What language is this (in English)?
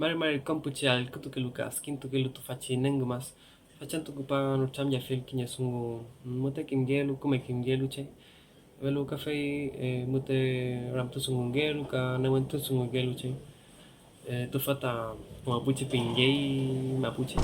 Mapuche